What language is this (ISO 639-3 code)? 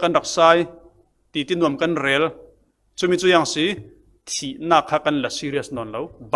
cfm